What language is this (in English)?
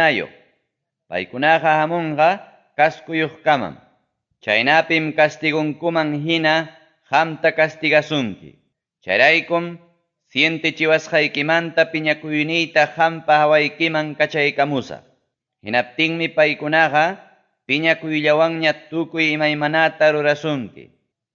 Ayacucho Quechua